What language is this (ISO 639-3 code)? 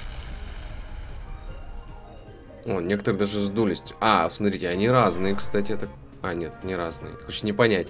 rus